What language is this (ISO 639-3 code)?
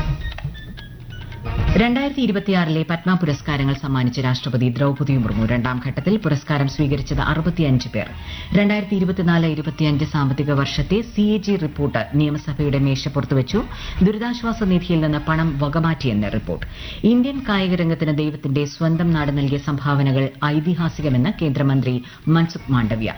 mal